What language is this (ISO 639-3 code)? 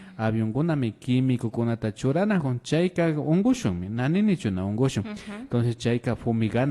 qvi